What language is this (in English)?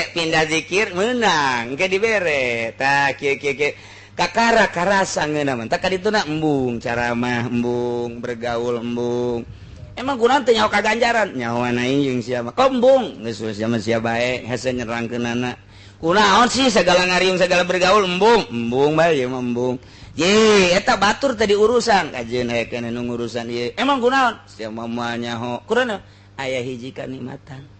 Sundanese